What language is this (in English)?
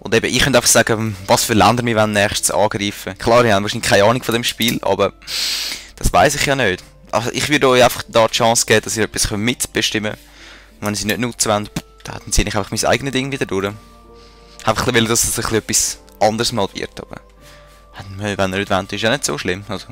Swiss German